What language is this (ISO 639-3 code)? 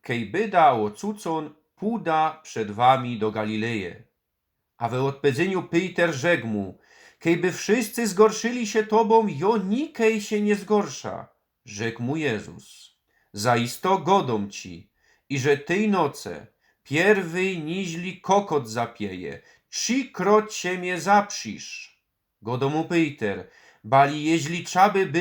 szl